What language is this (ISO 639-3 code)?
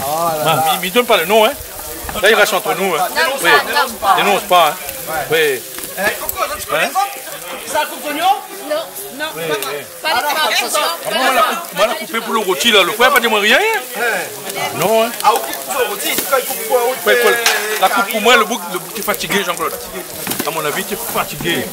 rcf